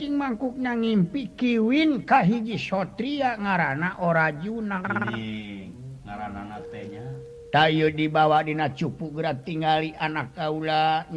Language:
Sundanese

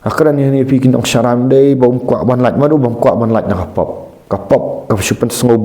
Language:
Khasi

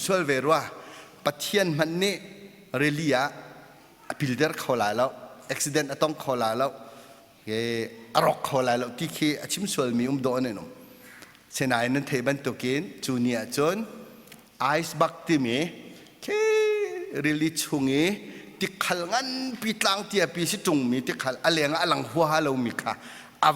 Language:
Hakha Chin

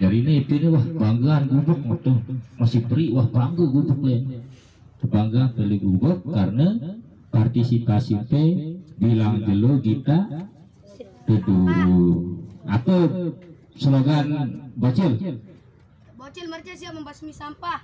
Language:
Sasak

